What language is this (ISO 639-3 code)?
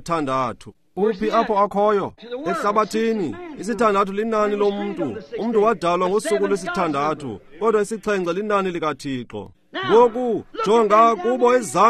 xho